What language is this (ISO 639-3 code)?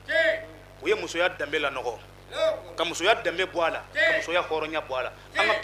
bam